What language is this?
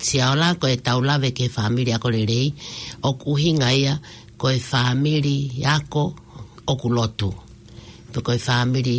Tongan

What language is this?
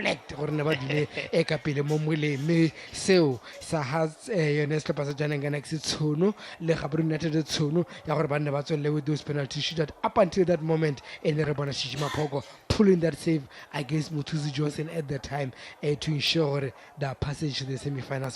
Tswana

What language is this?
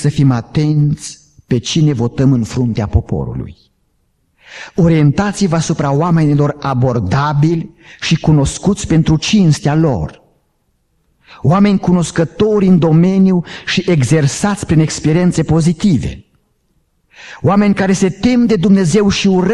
Romanian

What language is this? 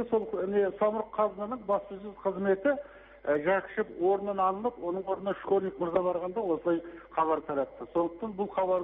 Kazakh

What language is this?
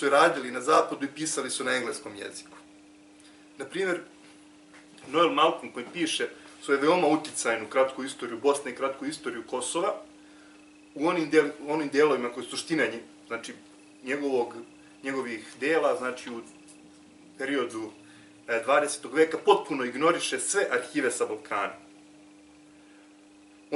Serbian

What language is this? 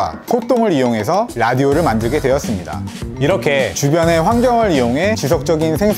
Korean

